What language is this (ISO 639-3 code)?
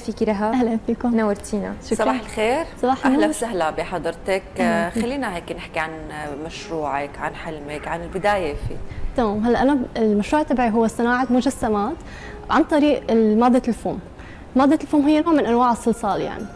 apc